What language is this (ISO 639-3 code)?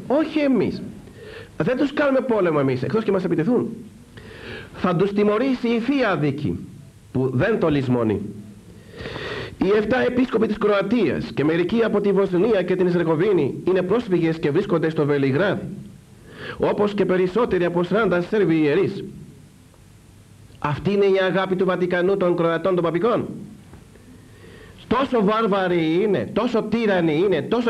ell